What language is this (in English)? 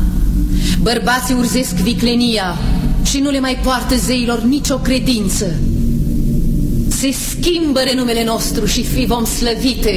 Romanian